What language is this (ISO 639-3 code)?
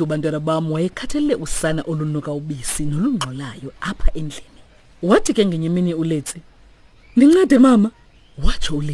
xho